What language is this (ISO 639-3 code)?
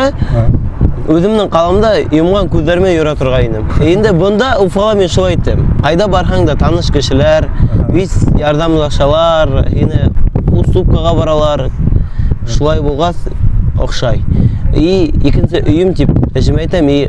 bak